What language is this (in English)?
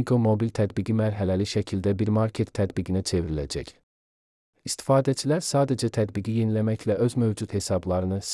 Azerbaijani